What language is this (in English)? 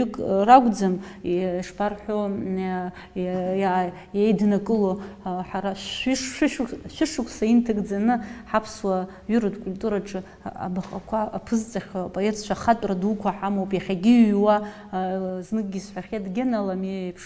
Abkhazian